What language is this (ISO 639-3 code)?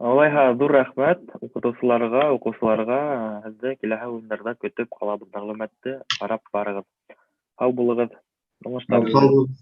bak